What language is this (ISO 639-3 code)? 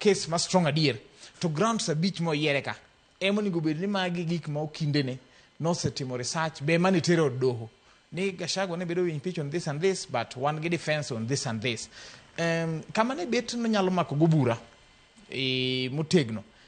luo